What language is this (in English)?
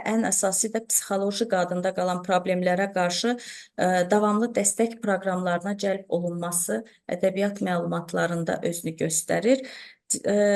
Azerbaijani